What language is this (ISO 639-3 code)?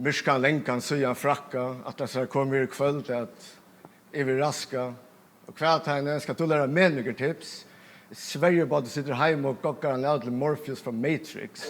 fao